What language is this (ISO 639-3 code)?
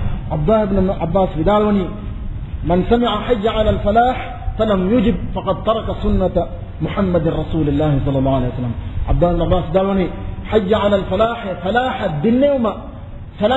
div